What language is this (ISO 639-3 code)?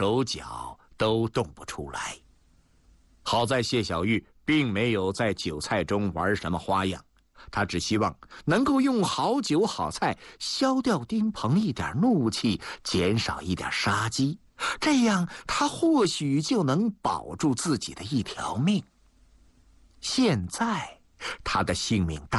zho